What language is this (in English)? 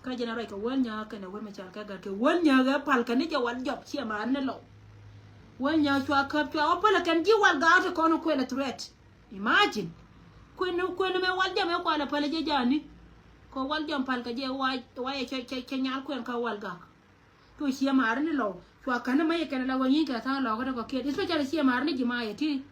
Nuer